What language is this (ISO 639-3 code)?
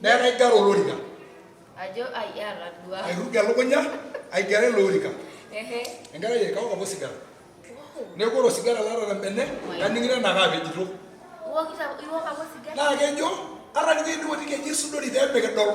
mas